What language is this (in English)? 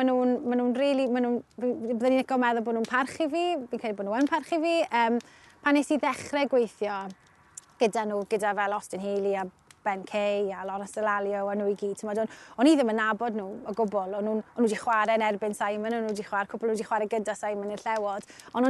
Welsh